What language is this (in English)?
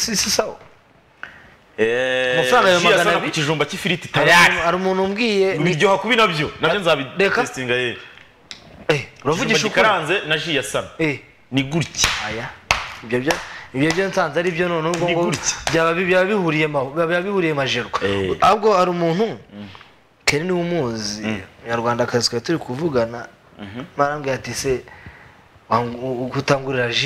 Kinyarwanda